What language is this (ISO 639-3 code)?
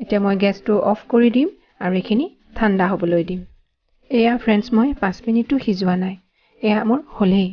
asm